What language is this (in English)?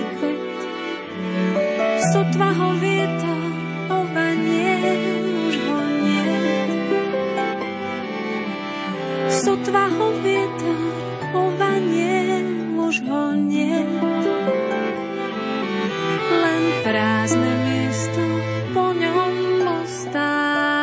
Slovak